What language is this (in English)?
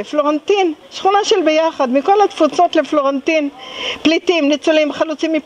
Hebrew